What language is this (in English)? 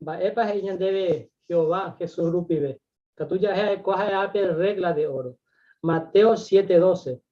Guarani